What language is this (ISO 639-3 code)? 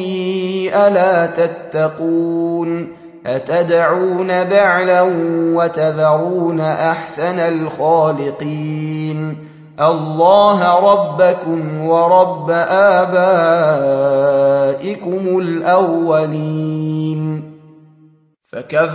ara